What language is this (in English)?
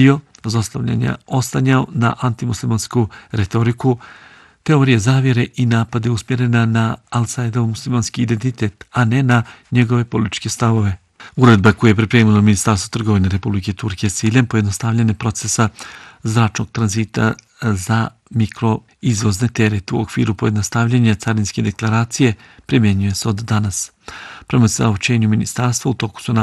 Bosnian